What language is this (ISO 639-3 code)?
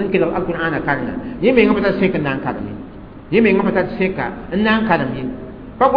mos